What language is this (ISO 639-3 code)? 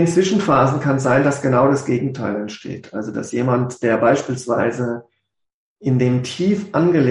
deu